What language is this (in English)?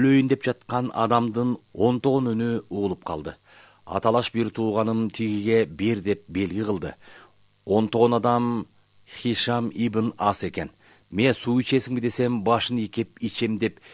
Kyrgyz